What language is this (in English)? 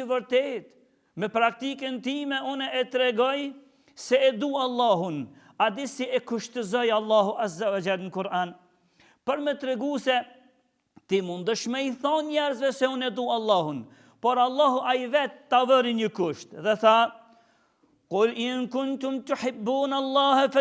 Albanian